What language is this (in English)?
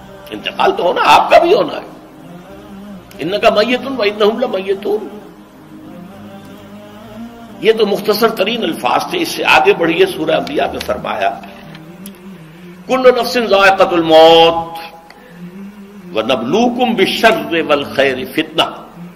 Urdu